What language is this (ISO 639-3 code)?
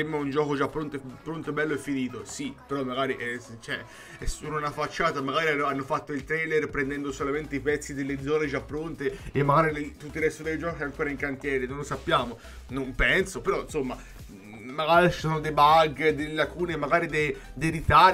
ita